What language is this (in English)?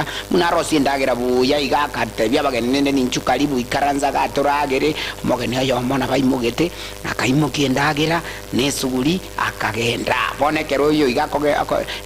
Gusii